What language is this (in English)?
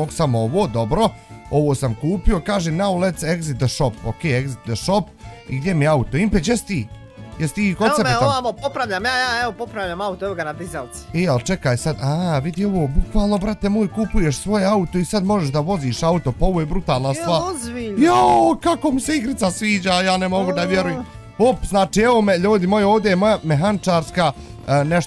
Bosnian